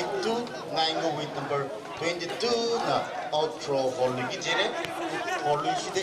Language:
Tangkhul Naga (India)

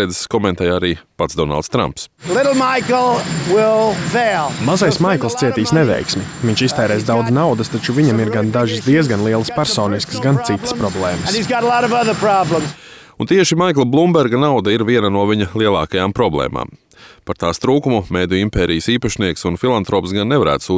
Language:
Latvian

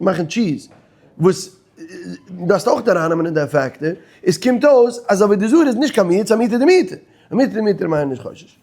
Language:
Yiddish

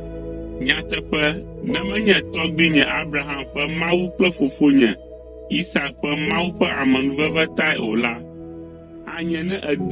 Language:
Ewe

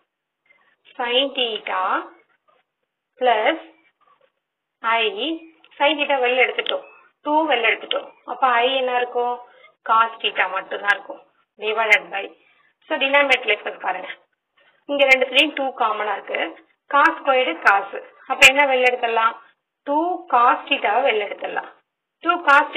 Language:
Tamil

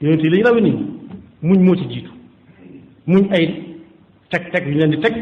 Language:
Wolof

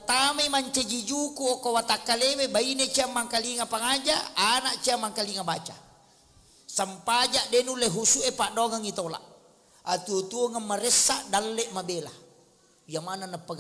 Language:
Buginese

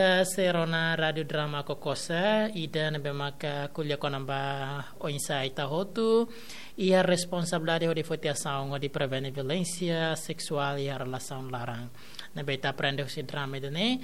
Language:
Tetum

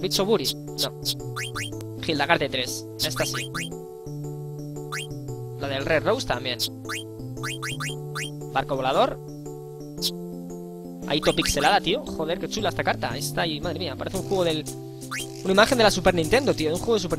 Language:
Spanish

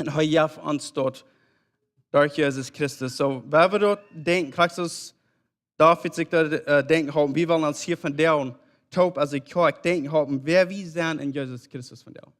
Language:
Plautdietsch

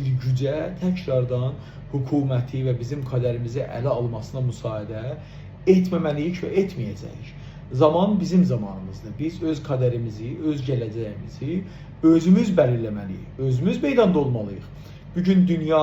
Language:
South Azerbaijani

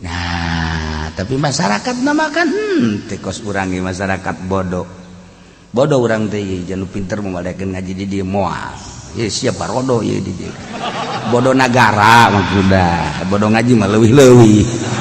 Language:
Sundanese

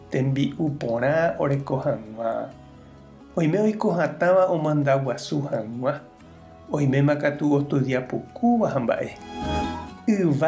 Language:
Guarani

